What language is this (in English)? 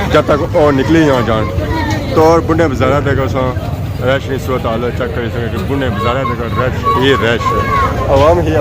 Pahari-Potwari